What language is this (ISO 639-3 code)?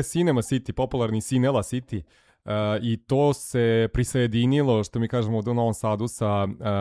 srp